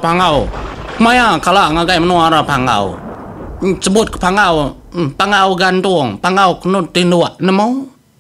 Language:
Iban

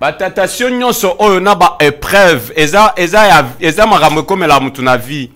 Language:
Lingala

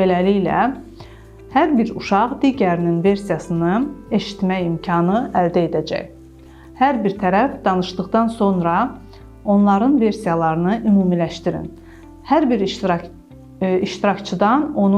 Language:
Azerbaijani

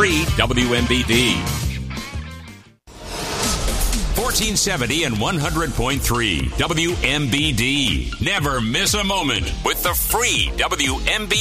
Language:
English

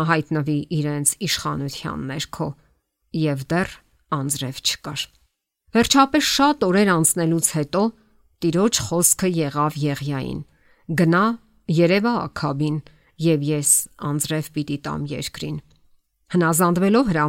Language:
Armenian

